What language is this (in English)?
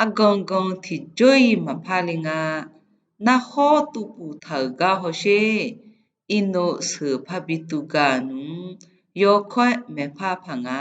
Akha